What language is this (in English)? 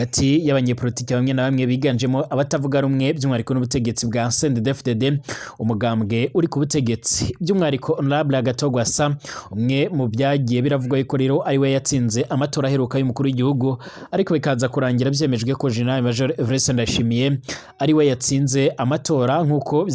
Rundi